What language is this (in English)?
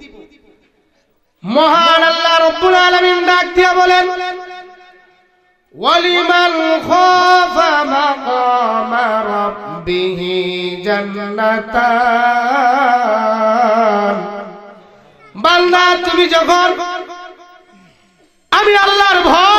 Bangla